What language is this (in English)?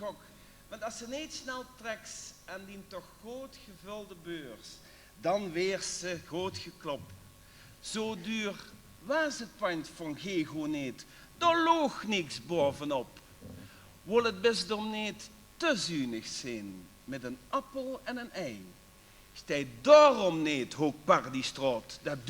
Limburgish